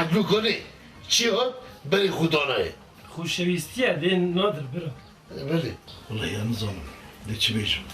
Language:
Kurdish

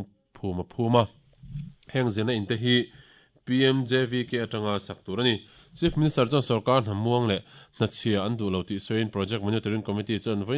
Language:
Mizo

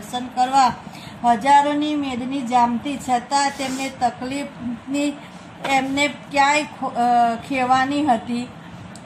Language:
Gujarati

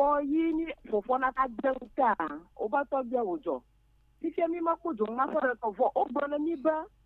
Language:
Ewe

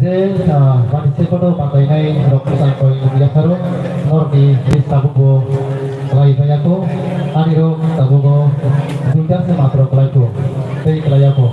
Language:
Kok Borok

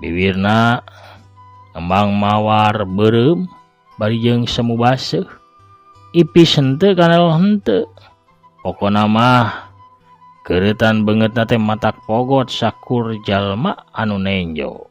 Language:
Sundanese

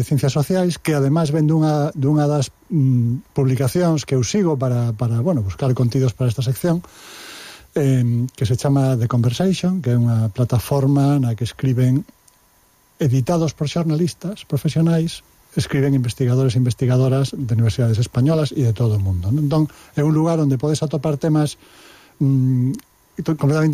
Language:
Galician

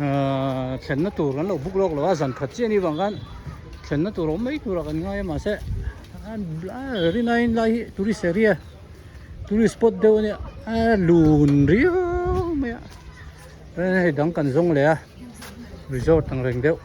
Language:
Hmar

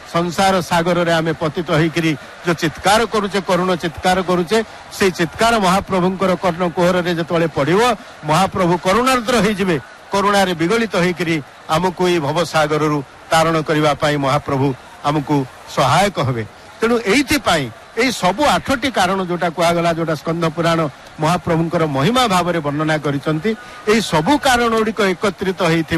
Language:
Odia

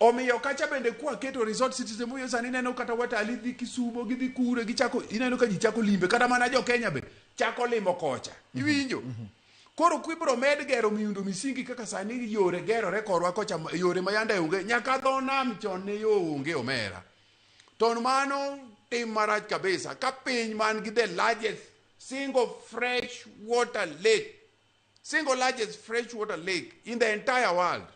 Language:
Luo (Kenya and Tanzania)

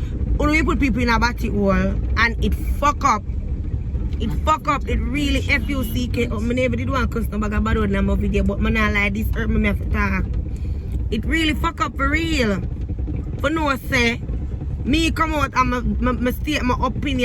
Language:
Jamaican Creole English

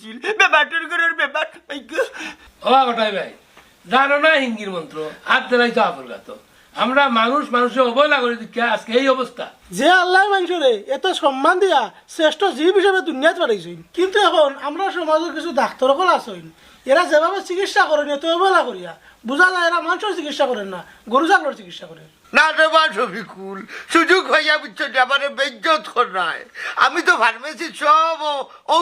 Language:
Sylheti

